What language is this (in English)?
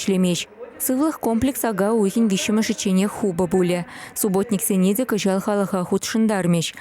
Chuvash